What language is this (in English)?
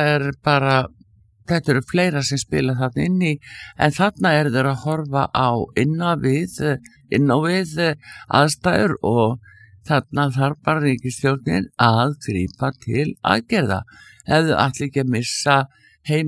Icelandic